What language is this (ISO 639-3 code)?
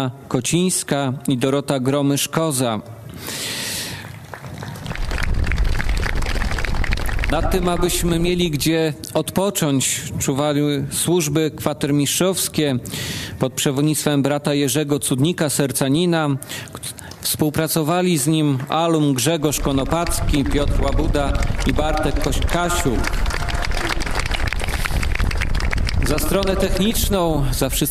pol